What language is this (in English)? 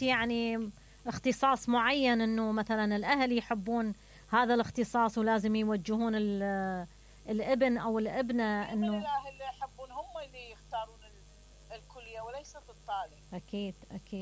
Mesopotamian Arabic